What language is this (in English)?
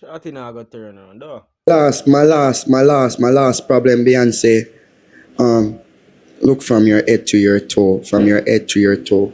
Jamaican Creole English